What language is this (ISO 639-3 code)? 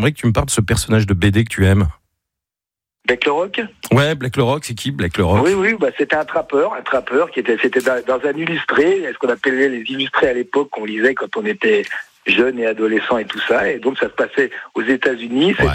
fra